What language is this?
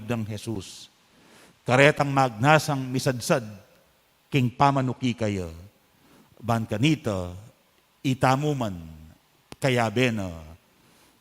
Pampanga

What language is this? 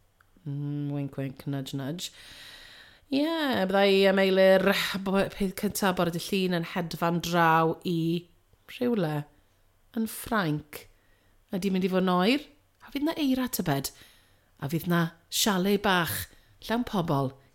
Welsh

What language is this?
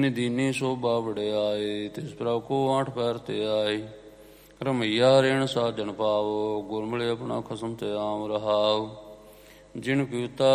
Punjabi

